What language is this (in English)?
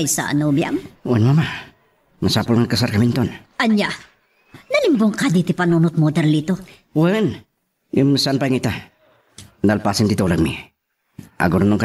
Iloko